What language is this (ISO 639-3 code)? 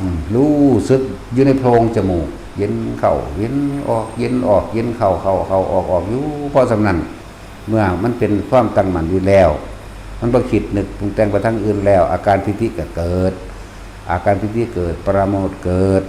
tts